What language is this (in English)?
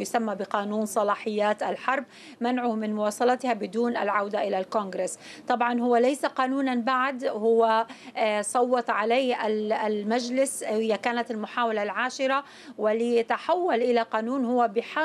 Arabic